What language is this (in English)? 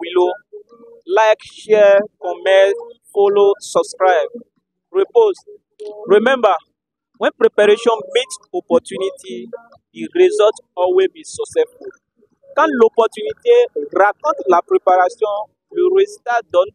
Nigerian Pidgin